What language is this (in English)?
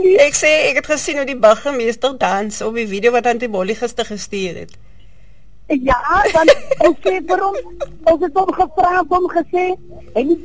Afrikaans